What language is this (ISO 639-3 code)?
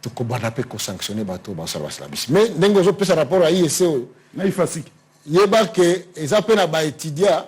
lin